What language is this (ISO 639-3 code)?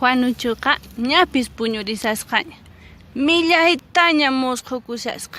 que